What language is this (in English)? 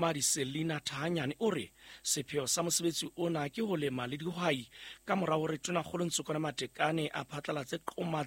Southern Sotho